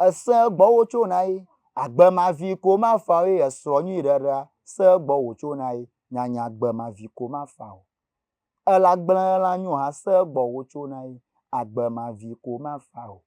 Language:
Ewe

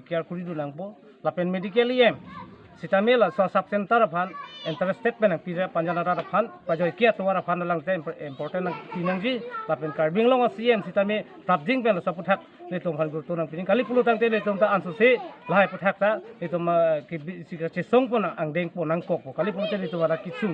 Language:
Karbi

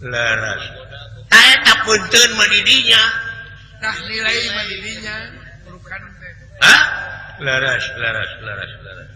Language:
Sundanese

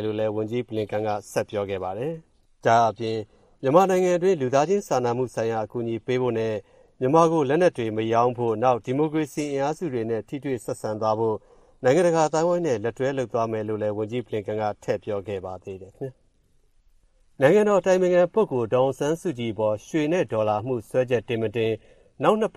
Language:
Burmese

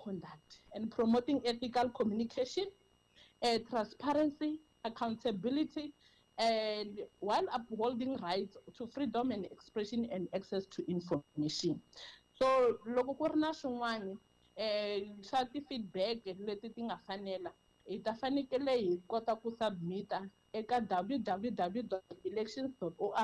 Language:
Tsonga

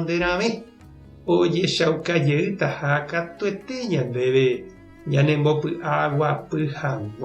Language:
Guarani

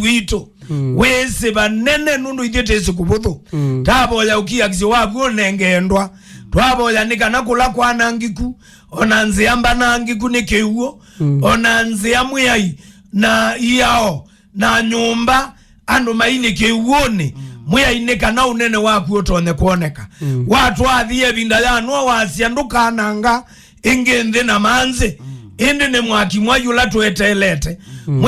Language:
Kamba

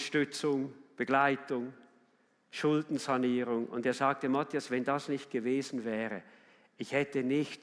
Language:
Swiss German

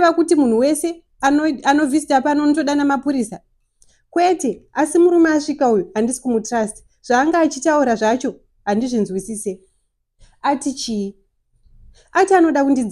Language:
Shona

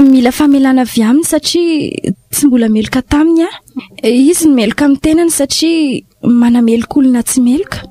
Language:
Malagasy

